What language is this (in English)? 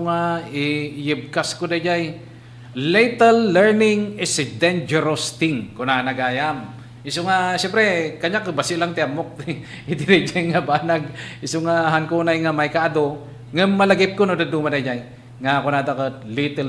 Iloko